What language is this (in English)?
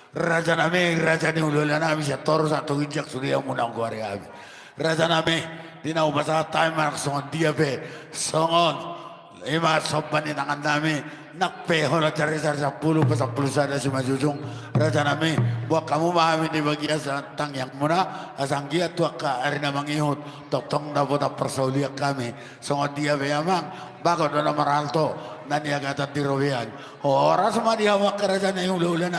Batak Toba